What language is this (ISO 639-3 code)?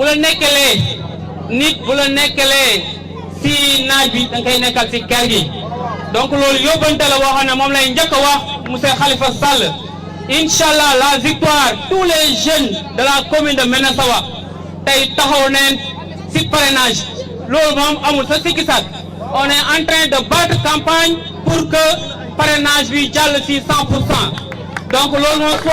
wol